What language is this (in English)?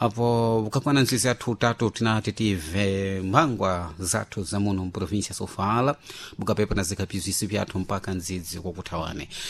Sena